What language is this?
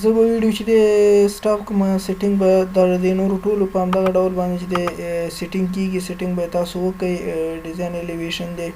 Pashto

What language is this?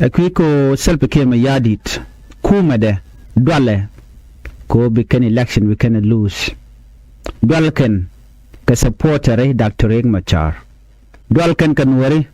Nuer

